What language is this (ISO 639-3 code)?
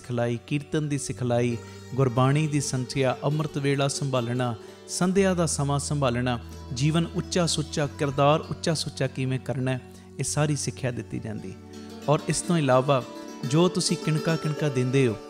pan